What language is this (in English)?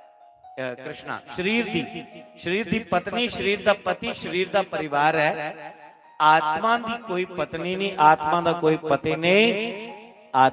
Dogri